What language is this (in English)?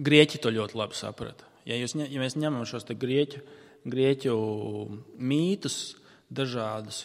Latvian